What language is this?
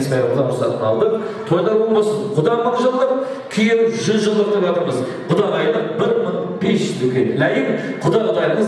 Kara-Kalpak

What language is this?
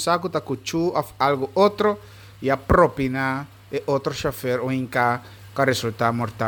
Papiamento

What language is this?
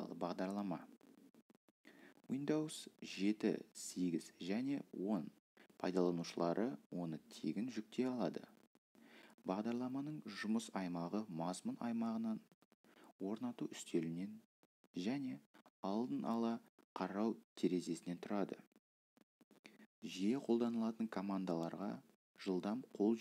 Kazakh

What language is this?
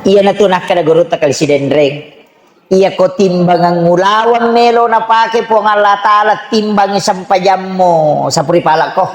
Buginese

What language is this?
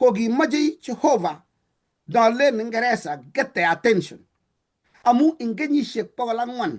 Kalenjin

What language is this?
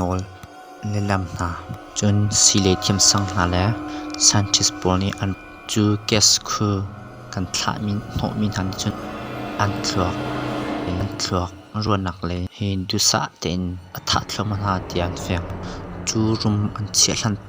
Hakha Chin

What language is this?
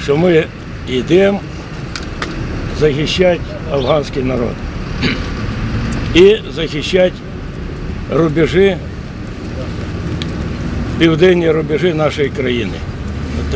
Ukrainian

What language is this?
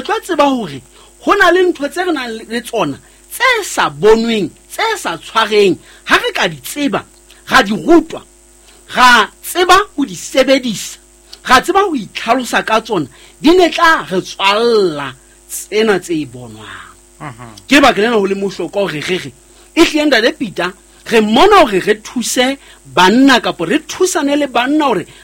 Southern Sotho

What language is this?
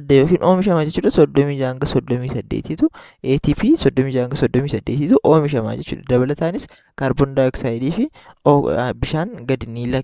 Oromo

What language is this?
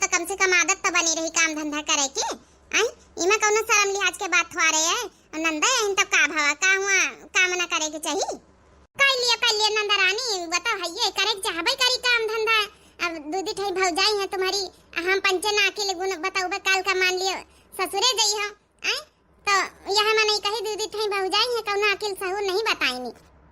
Awadhi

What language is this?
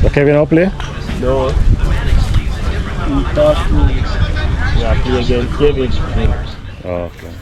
Jamaican Creole English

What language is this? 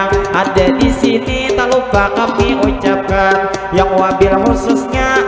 Banjar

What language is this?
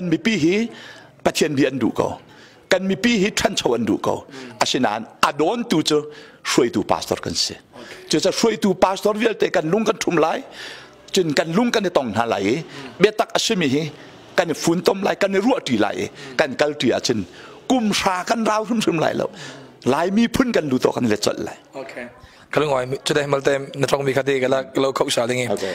Hakha Chin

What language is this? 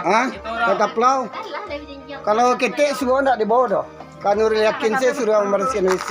Minangkabau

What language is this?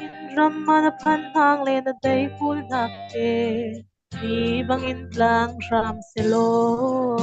Falam Chin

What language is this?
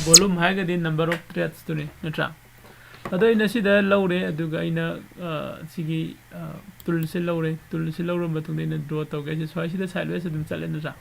Manipuri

